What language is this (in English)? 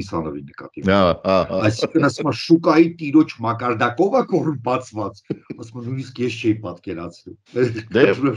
Armenian